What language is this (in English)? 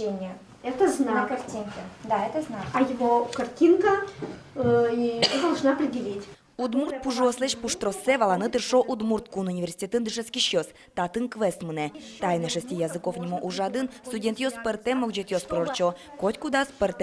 Udmurt